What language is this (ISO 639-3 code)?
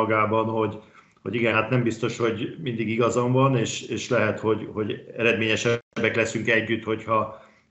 hun